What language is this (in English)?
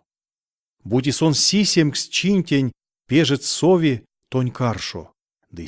Erzya